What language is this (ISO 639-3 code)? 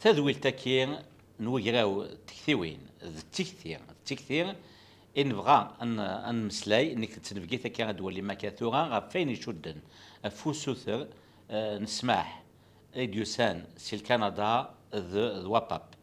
kab